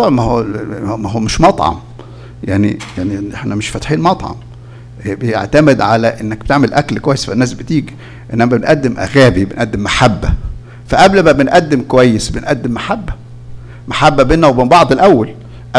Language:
Egyptian Arabic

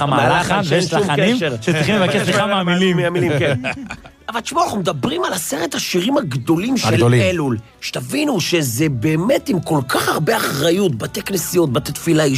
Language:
Hebrew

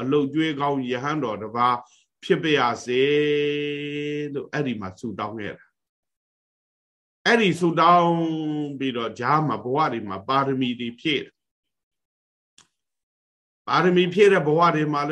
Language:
Burmese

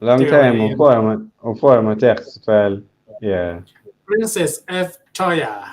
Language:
Acoli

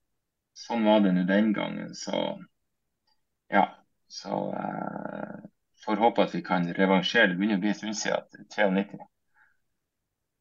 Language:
Norwegian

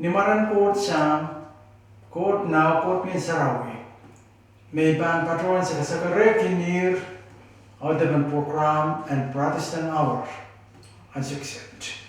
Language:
Pohnpeian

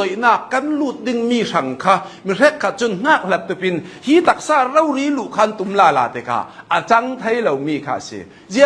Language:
Hakha Chin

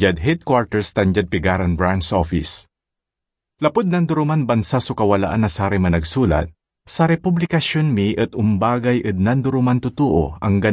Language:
Pangasinan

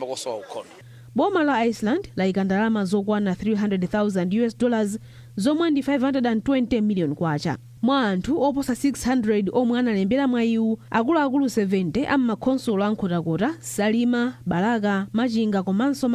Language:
Nyanja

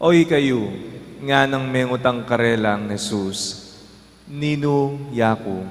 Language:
Pampanga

